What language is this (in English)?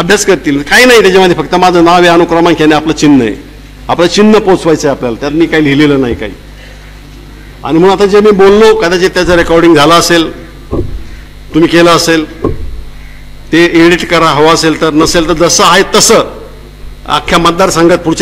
Marathi